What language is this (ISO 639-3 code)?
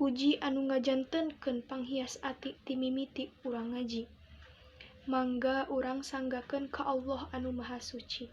sun